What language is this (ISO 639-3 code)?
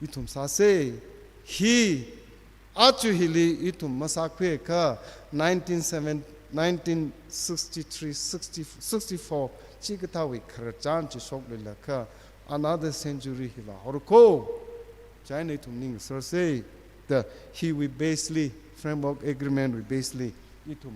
nmf